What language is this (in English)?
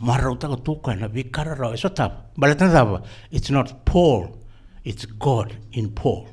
Fijian